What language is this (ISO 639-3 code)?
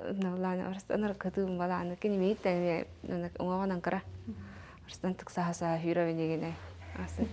sah